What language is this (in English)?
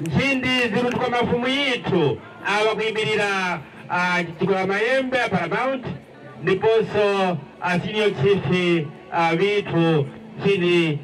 Nyanja